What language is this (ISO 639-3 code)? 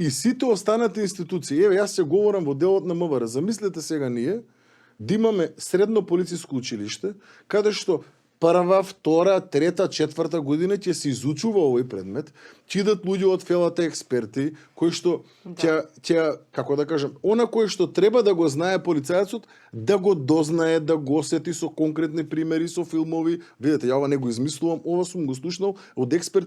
mkd